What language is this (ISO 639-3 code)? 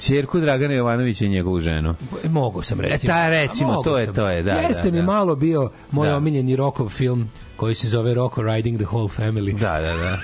srp